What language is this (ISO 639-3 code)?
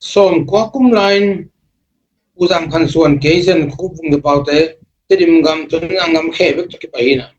ctd